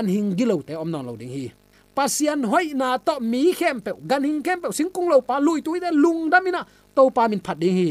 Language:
Tedim Chin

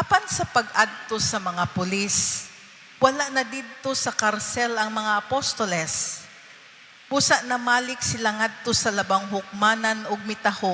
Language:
Cebuano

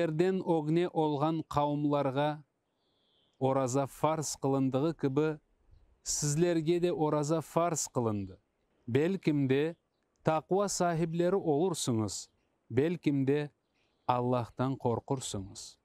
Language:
Crimean Tatar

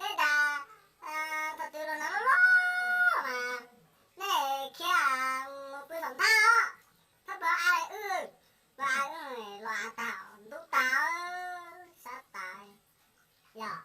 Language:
Hmong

